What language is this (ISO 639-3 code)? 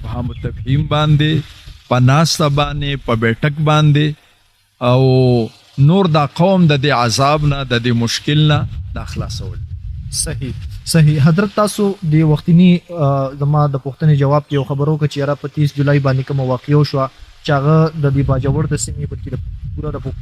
pus